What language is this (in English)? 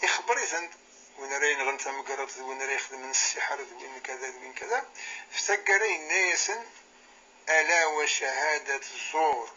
Kabyle